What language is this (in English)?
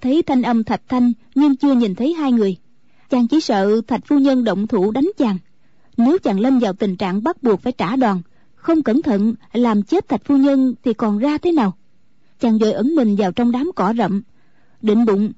Vietnamese